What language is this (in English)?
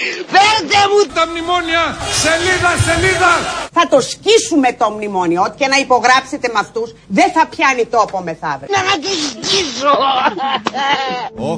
Greek